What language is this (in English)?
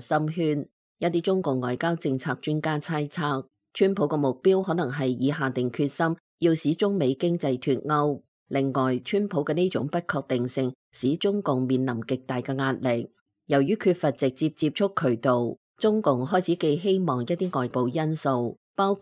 Cantonese